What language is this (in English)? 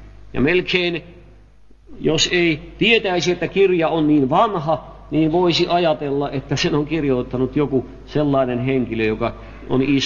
Finnish